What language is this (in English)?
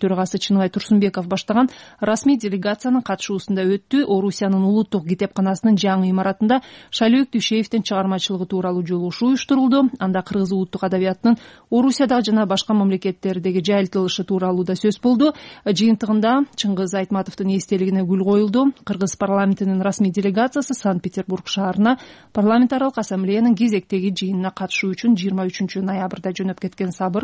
Kyrgyz